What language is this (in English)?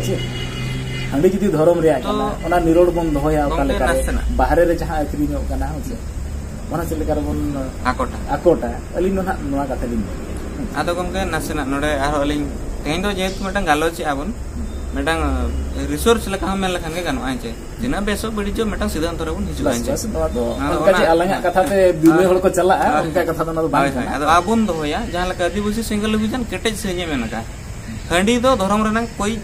Santali